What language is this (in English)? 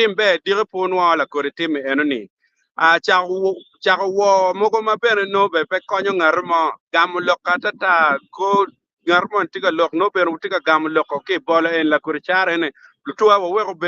Acoli